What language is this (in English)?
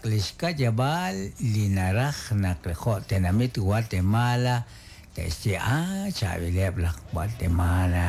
Kekchí